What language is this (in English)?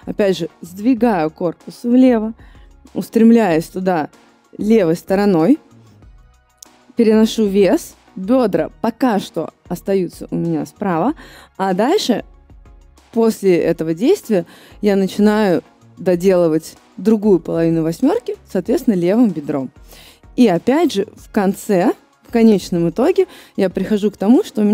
Russian